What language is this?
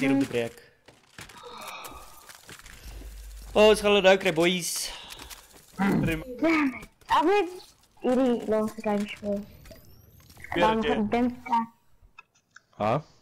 Afrikaans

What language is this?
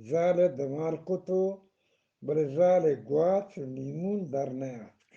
Eastern Balochi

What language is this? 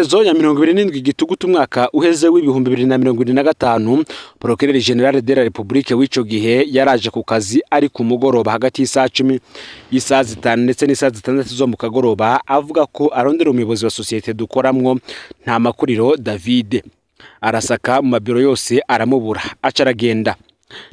Rundi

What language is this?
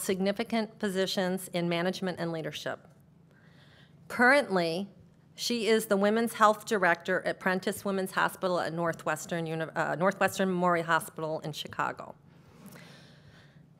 English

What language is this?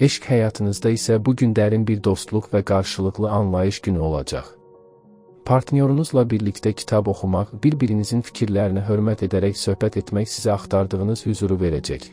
Azerbaijani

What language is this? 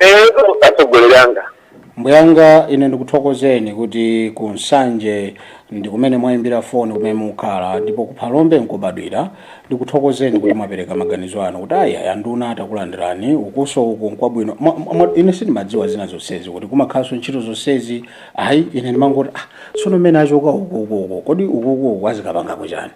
Nyanja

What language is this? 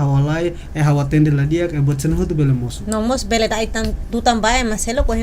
Tetum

